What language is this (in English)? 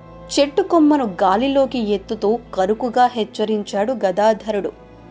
Telugu